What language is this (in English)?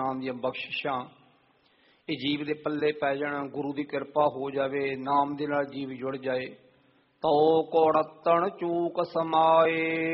Punjabi